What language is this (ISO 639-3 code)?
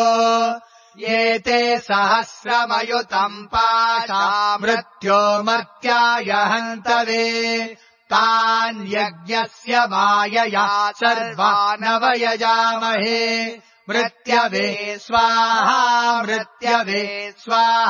san